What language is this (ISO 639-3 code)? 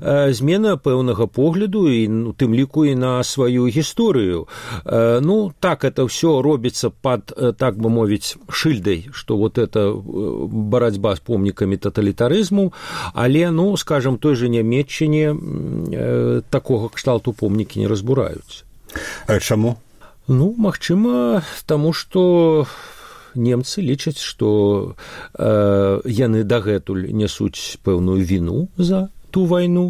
bel